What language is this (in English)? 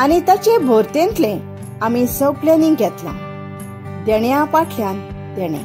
Konkani